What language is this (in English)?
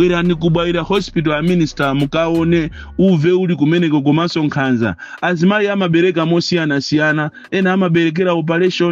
Nyanja